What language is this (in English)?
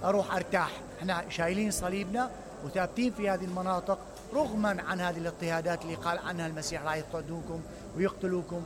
Mesopotamian Arabic